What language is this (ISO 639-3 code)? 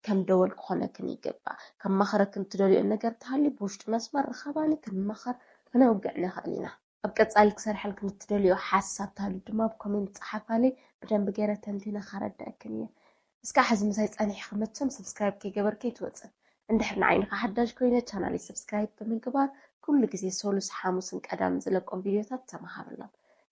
tir